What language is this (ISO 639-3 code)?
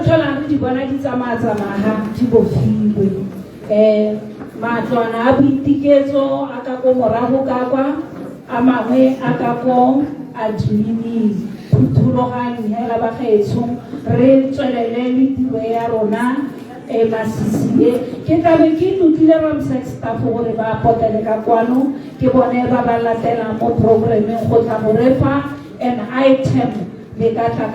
tsn